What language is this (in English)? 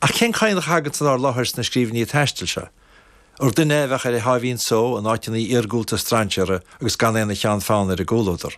Irish